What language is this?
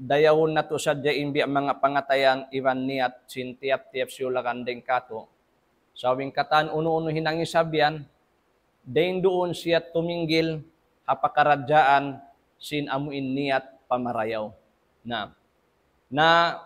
Tausug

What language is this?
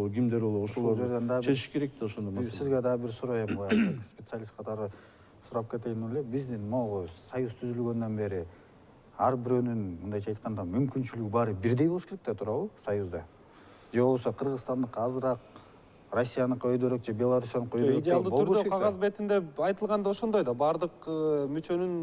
Kyrgyz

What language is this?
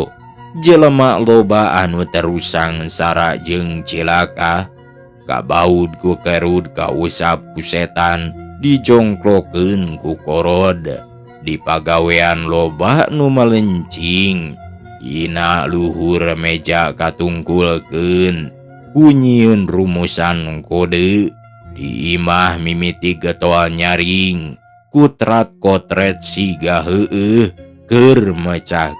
Sundanese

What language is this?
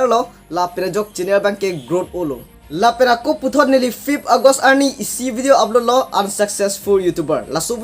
Karbi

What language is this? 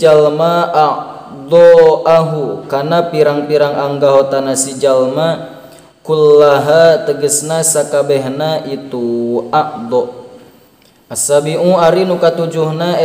Sundanese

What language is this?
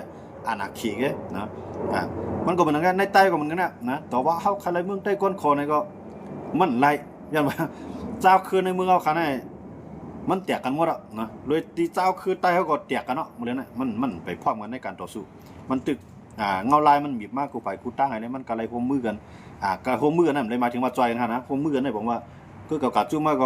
Shan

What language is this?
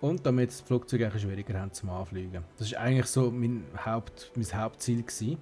Swiss German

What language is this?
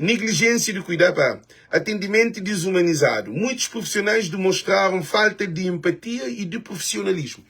Kabuverdianu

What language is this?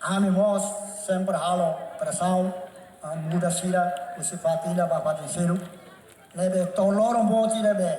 Tetum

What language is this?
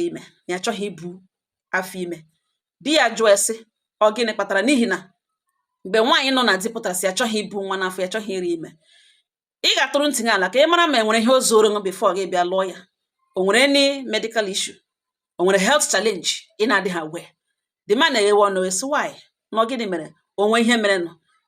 Igbo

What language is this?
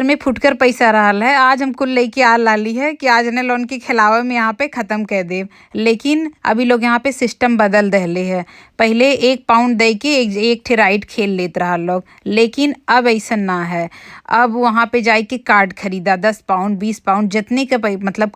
Bhojpuri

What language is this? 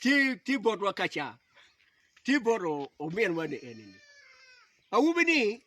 Acoli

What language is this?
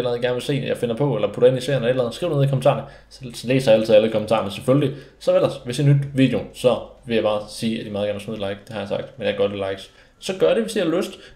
Danish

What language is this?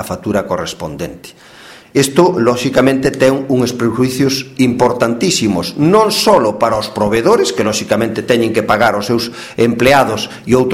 Galician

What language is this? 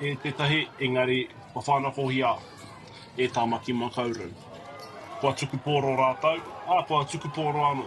Māori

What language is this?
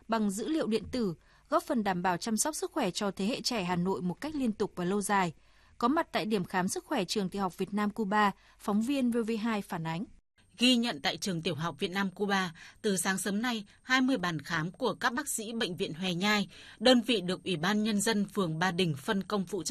Vietnamese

